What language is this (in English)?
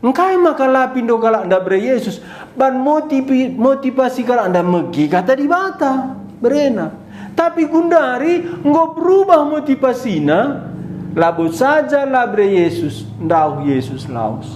Batak Karo